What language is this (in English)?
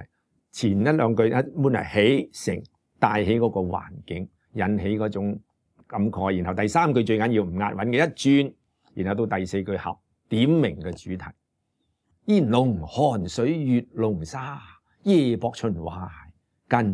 Cantonese